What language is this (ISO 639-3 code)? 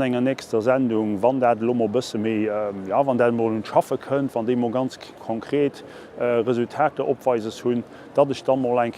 ltz